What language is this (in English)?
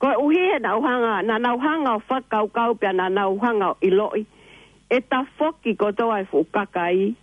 Tongan